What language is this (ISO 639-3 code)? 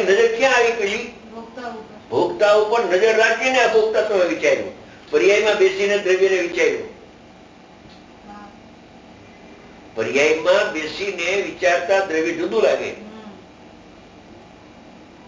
guj